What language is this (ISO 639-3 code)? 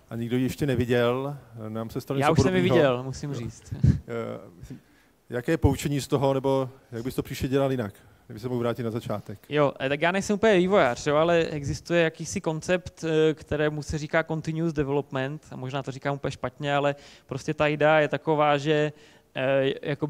ces